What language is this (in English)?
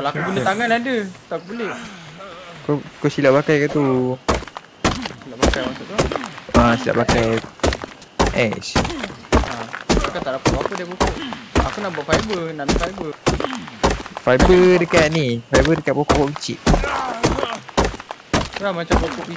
Malay